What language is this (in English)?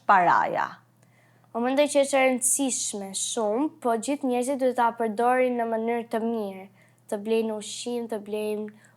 Albanian